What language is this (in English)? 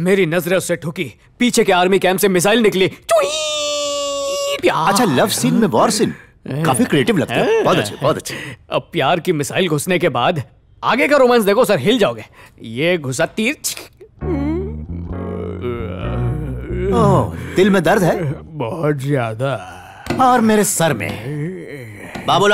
Hindi